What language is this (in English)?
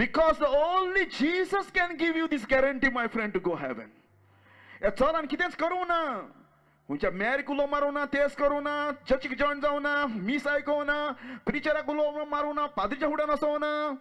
Konkani